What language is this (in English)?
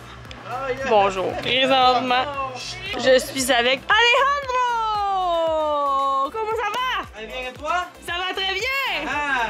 French